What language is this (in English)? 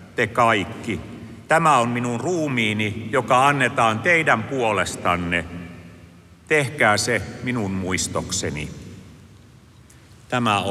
Finnish